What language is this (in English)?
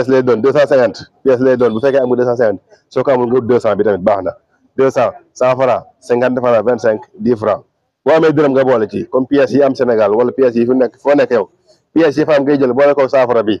Wolof